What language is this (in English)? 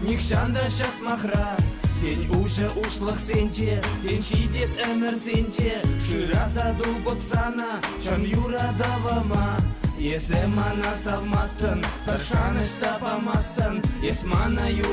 Chuvash